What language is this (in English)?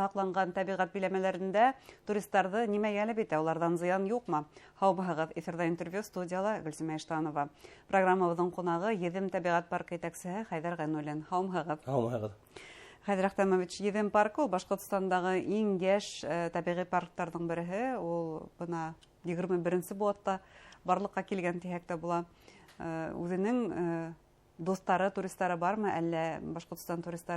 Bashkir